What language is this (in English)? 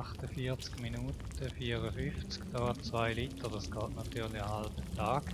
Swiss German